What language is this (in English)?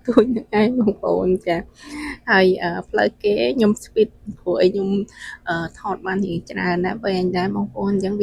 Khmer